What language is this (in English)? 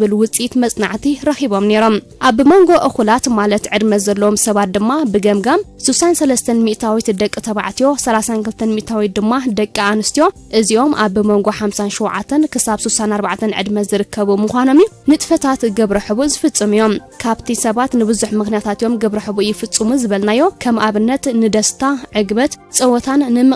Tigrinya